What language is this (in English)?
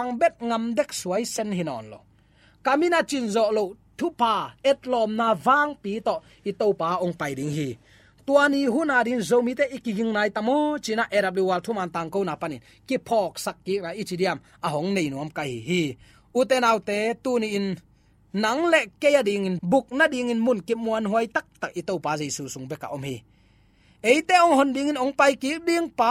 Tedim Chin